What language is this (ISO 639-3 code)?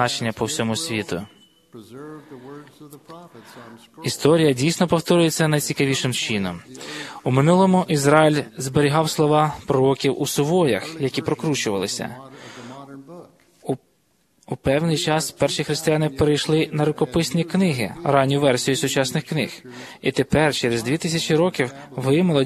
ukr